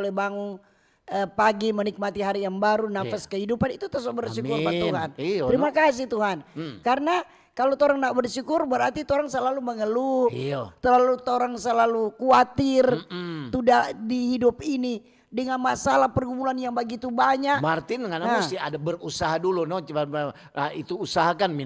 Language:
Manado Malay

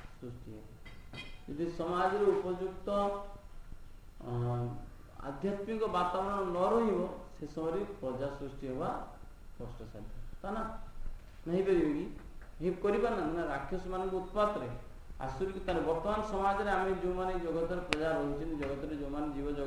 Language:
Odia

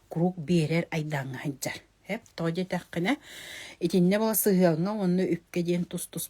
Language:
Yakut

